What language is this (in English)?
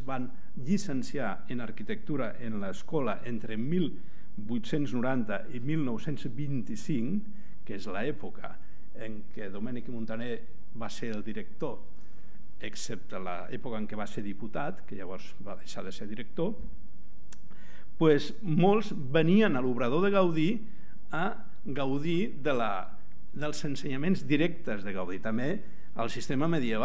Catalan